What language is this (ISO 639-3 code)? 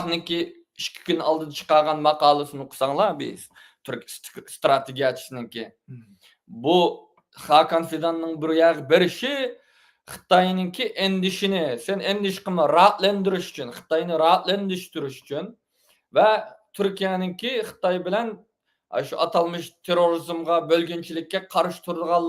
uig